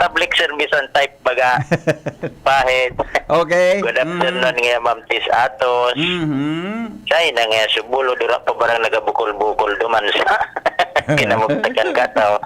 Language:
Bikol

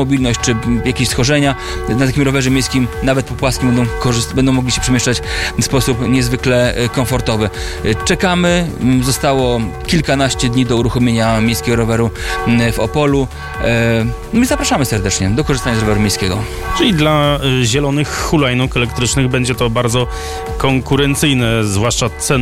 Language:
Polish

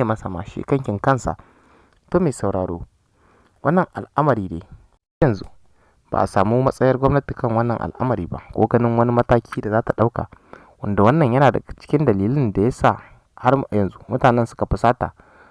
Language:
Hausa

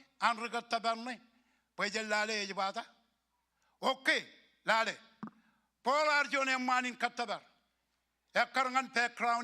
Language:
Marshallese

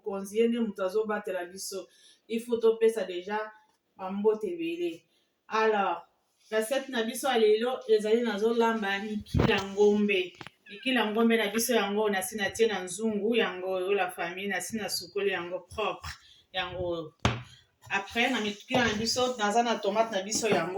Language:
Lingala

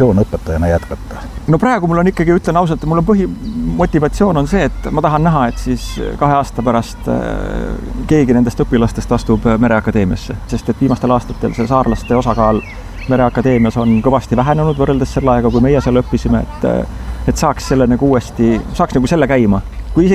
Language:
Estonian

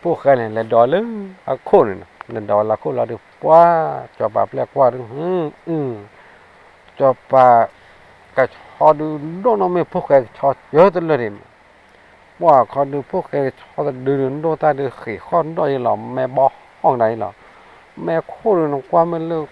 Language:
S'gaw Karen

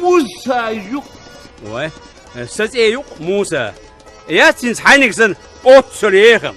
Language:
Chechen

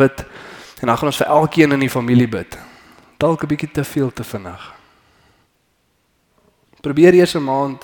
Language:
Afrikaans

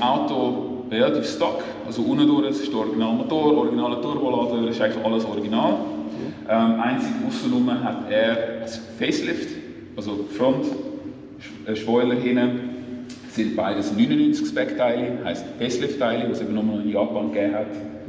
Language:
Swiss German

